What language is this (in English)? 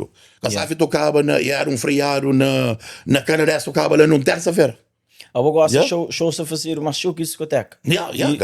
Kabuverdianu